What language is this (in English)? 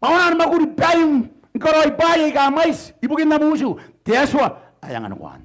Gilbertese